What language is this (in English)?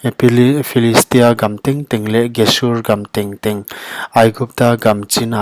Paite Chin